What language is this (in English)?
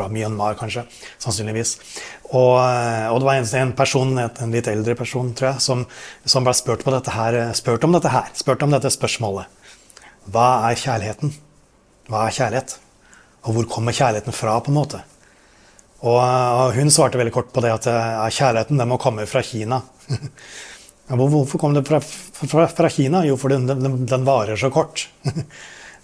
Norwegian